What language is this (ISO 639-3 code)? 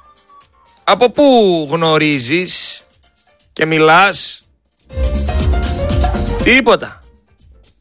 ell